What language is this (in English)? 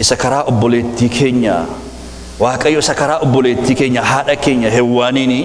Oromo